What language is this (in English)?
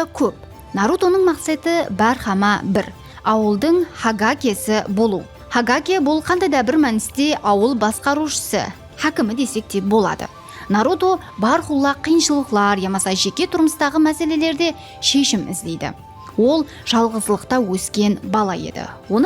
Kara-Kalpak